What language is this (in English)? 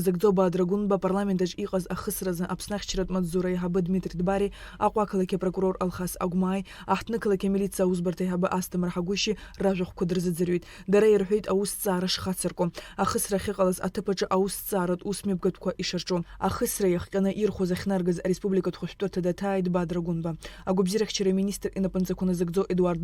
Abkhazian